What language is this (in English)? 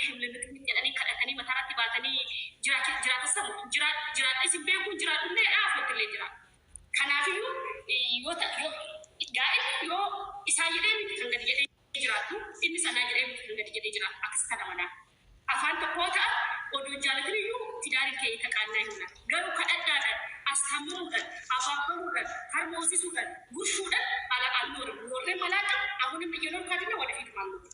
Oromo